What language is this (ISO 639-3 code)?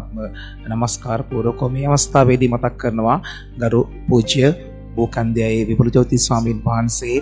sin